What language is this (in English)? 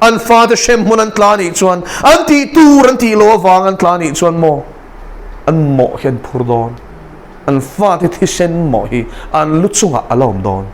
Mizo